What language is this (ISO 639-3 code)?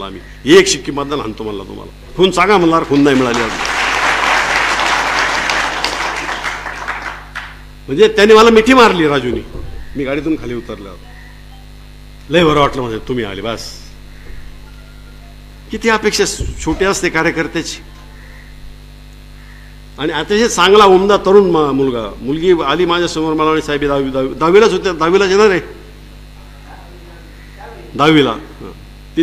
mar